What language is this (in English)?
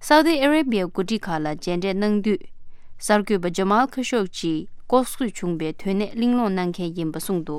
Tibetan